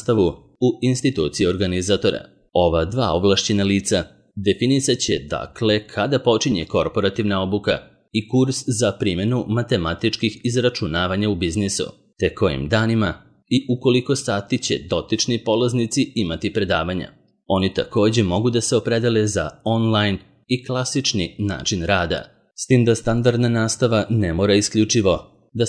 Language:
Serbian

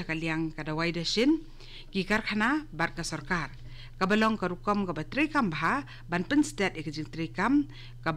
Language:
Khasi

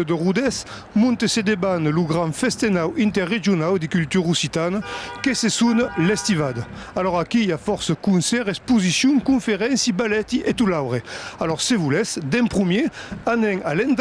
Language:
Occitan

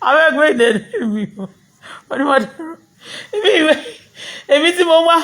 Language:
Yoruba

